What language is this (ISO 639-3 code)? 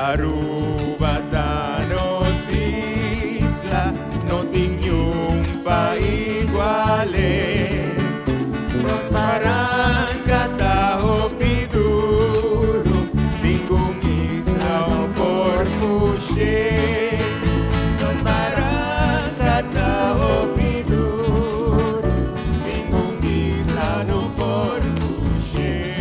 pap